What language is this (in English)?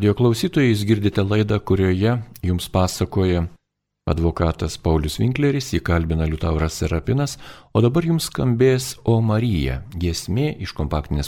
Lithuanian